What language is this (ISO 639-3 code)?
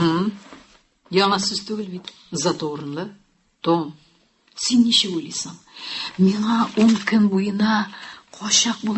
tat